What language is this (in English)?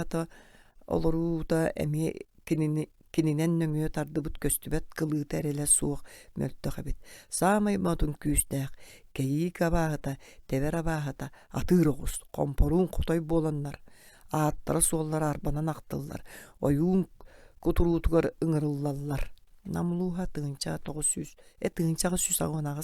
Yakut